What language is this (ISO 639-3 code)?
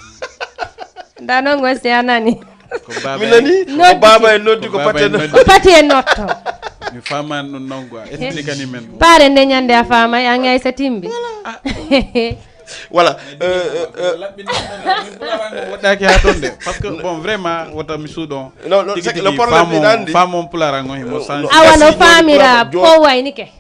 ful